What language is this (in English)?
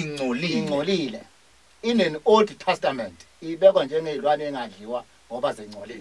Zulu